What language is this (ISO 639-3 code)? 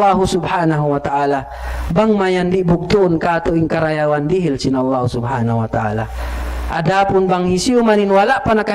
tsg